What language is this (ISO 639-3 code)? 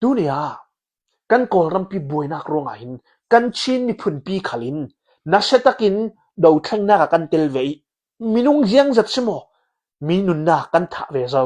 cnh